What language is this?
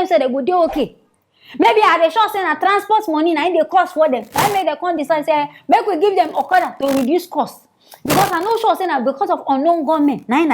Nigerian Pidgin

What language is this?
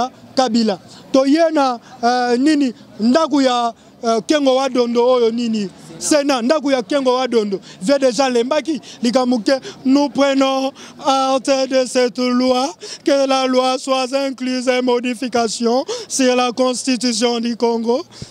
Lingala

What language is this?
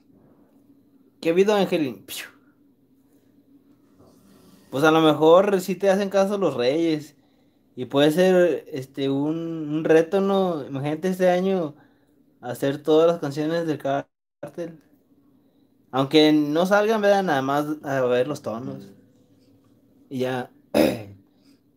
Spanish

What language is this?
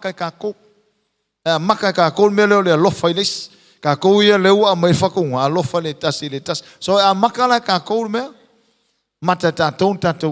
Samoan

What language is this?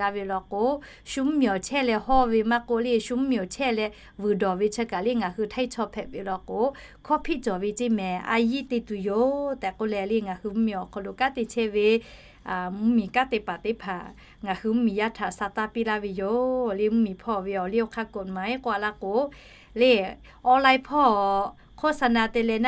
Lahu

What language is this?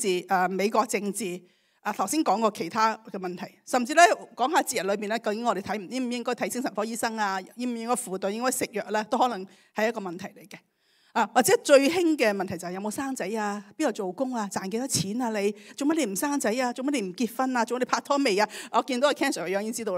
Cantonese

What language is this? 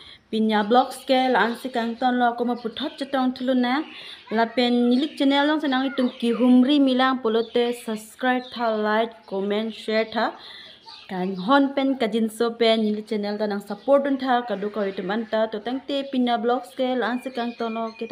Karbi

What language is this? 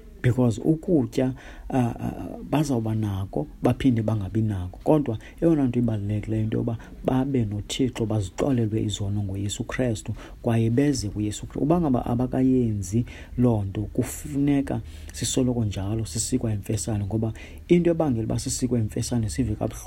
Xhosa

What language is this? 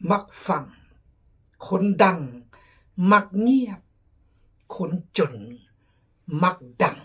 Khmu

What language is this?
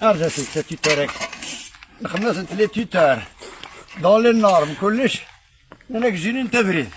Kabyle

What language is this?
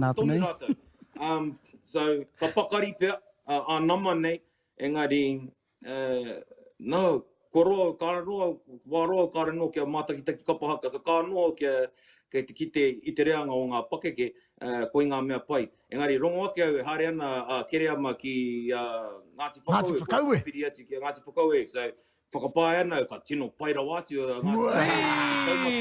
Māori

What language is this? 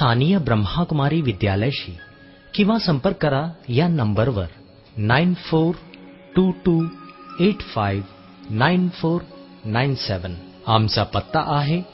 Marathi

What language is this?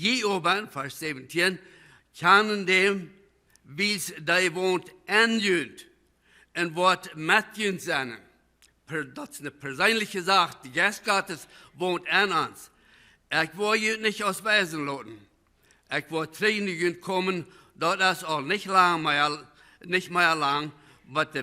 Plautdietsch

